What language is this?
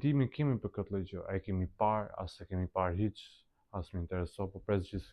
Albanian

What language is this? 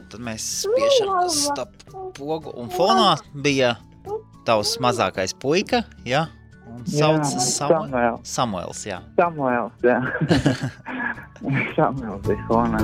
Latvian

